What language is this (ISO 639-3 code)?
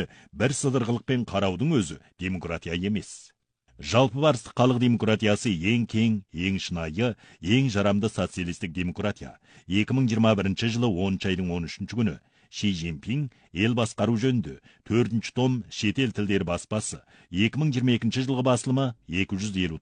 kaz